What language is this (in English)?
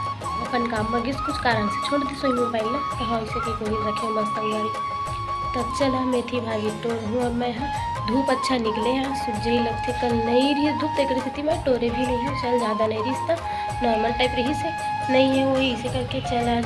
Chhattisgarhi